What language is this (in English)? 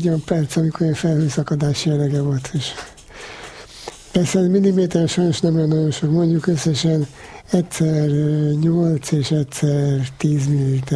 Hungarian